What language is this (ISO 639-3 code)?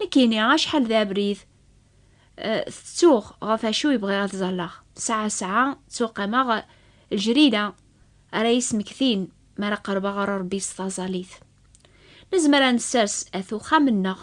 kab